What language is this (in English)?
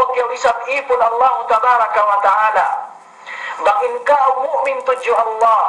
Yakan